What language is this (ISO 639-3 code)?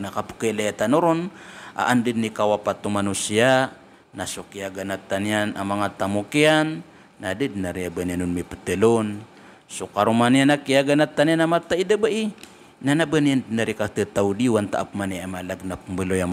mrw